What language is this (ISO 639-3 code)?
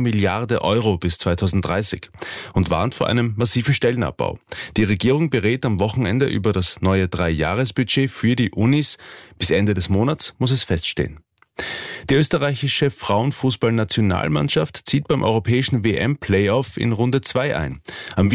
deu